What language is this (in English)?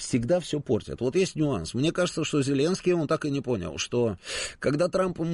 Russian